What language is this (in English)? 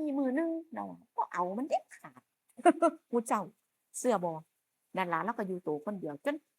Northeastern Thai